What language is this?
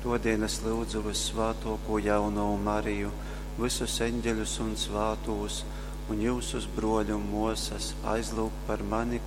Latgalian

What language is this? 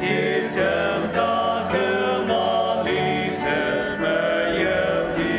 Ao Naga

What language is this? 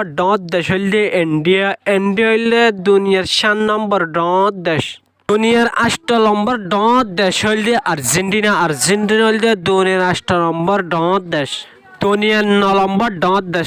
Rohingya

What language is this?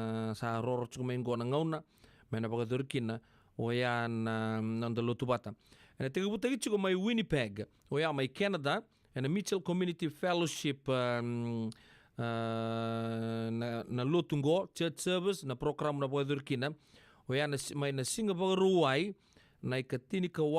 Fijian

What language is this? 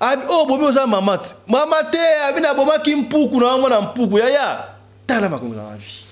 Lingala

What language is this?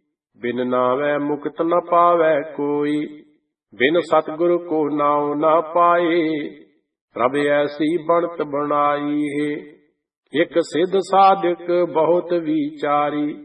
Punjabi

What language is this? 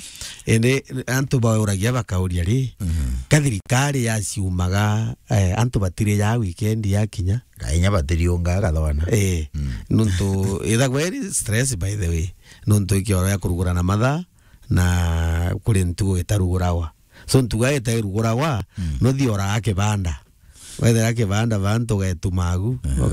Meru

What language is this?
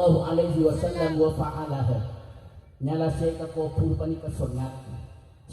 Madurese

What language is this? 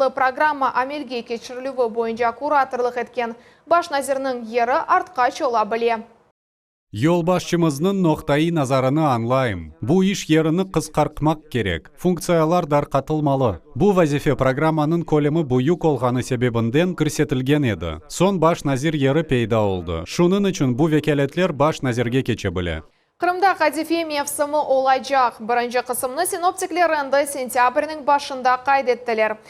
Crimean Tatar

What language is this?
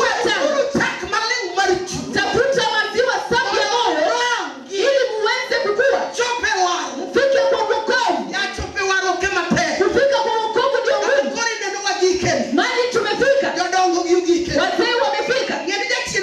Luo (Kenya and Tanzania)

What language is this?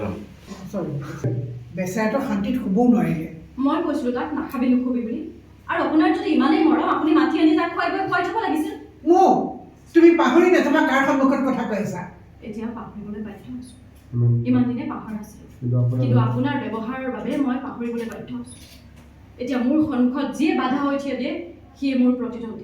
Assamese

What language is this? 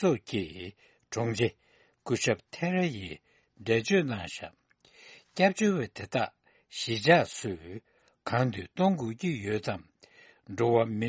Tibetan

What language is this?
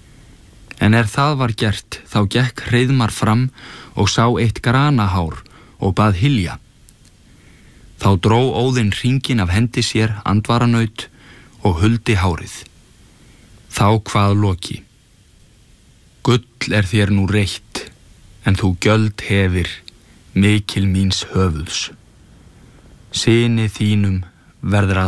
Icelandic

